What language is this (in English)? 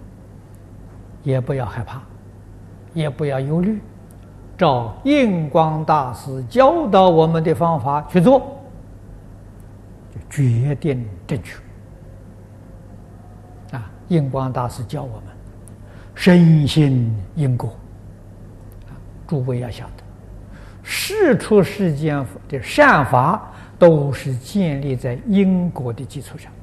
Chinese